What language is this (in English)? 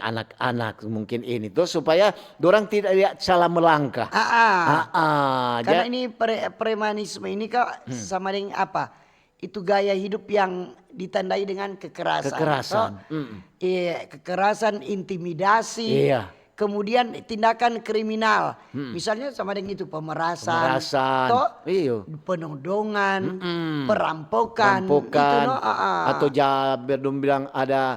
Manado Malay